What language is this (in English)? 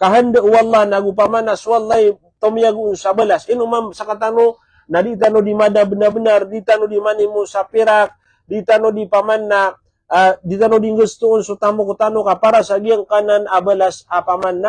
Maranao